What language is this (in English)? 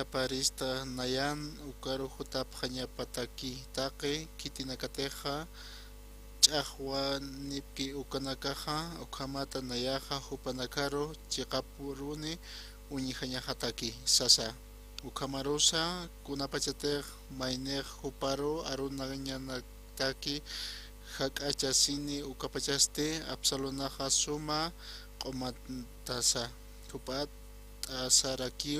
Aymara